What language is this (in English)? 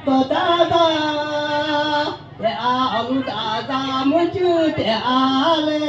Akha